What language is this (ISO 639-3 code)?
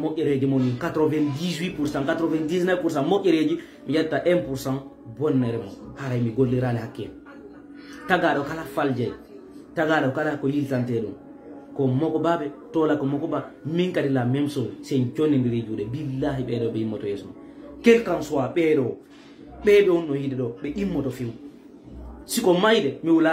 ful